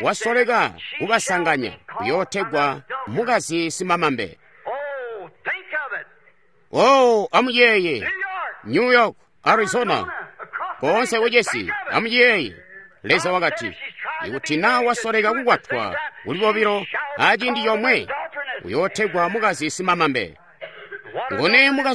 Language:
Tonga (Zambia)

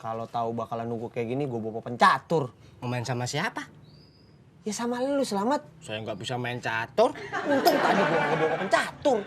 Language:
Betawi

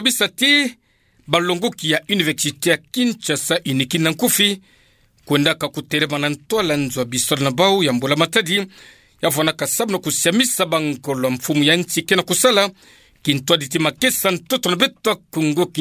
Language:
Kituba (Democratic Republic of Congo)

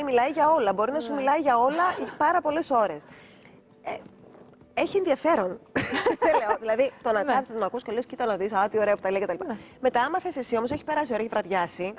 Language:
Greek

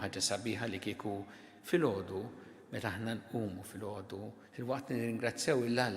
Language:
Maltese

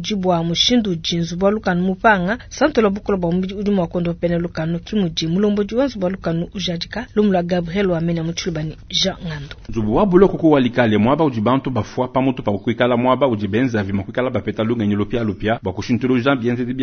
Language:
Luba-Lulua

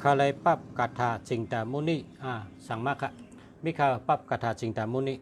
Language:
Shan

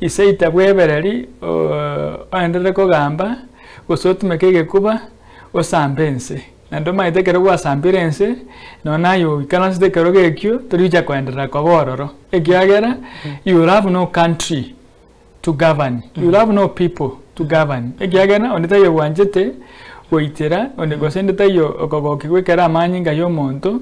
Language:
Gusii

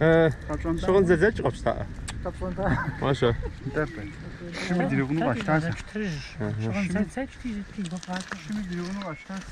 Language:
Kabardian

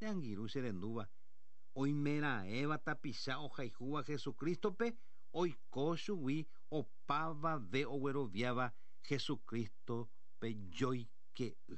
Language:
Guarani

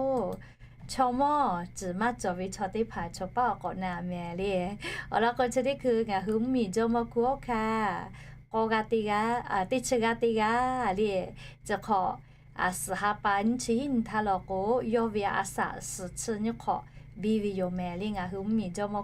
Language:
Lahu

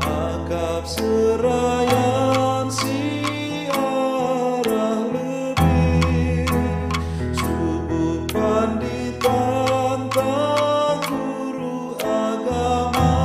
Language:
Batak Karo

